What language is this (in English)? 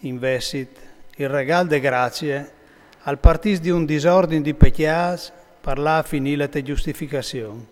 Friulian